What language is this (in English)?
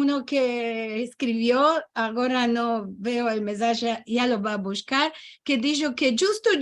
Ladino